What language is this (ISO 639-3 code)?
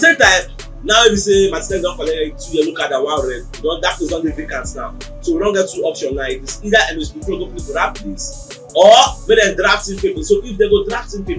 pcm